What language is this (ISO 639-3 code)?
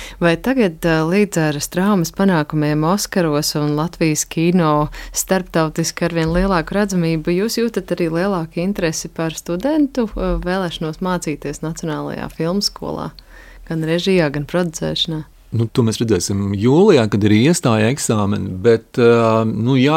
lav